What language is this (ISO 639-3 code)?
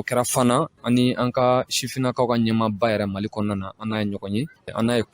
bam